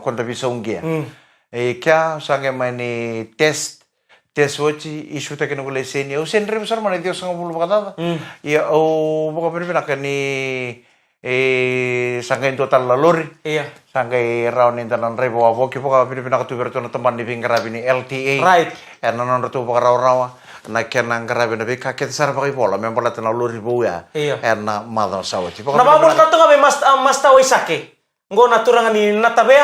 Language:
Fijian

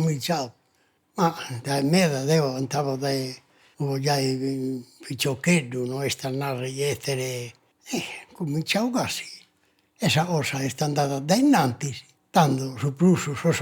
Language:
Sardinian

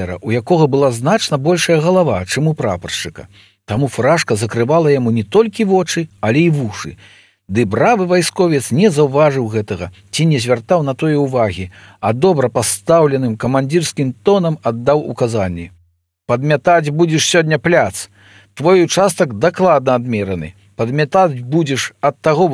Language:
Belarusian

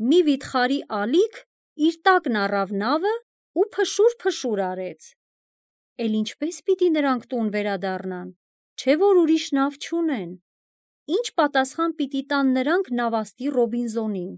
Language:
Armenian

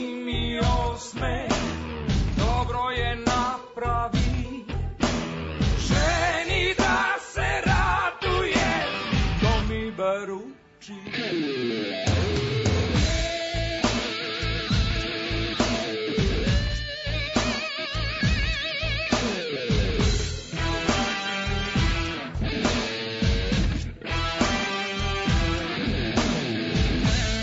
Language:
Serbian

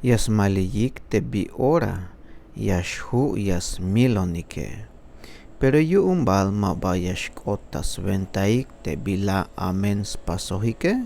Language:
Tzeltal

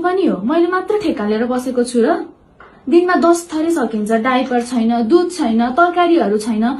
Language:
Nepali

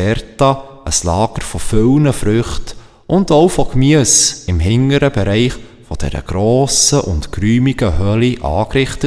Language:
Swiss German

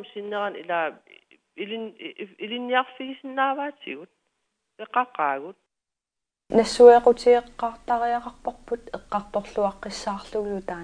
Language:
Kalaallisut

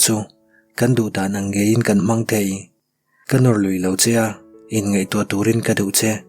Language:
Mizo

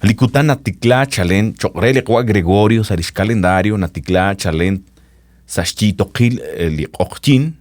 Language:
Kekchí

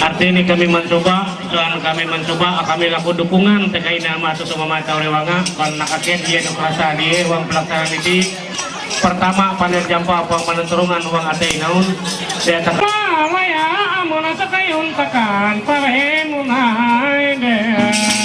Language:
Ma'anyan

